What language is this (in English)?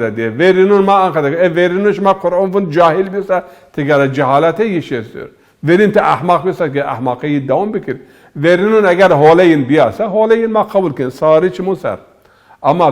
Zaza